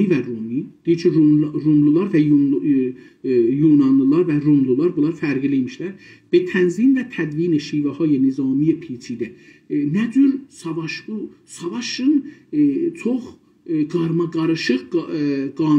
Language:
South Azerbaijani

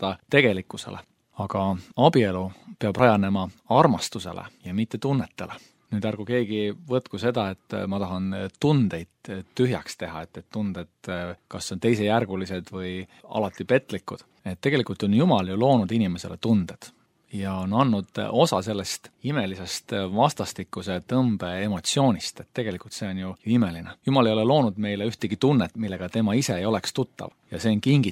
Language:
Estonian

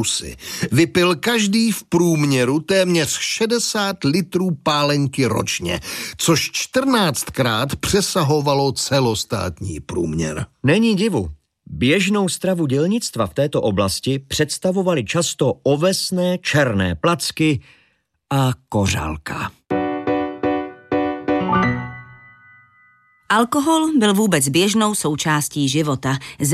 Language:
Czech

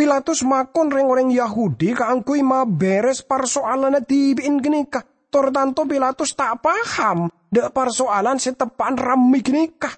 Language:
Madurese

